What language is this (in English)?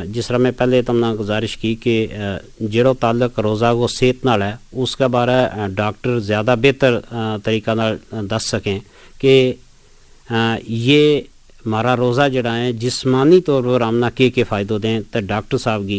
Gujari